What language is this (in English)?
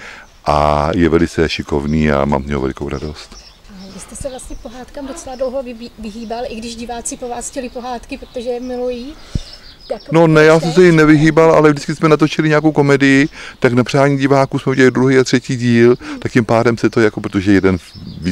Czech